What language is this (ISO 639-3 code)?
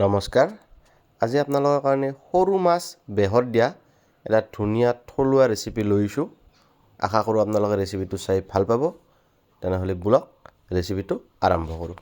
asm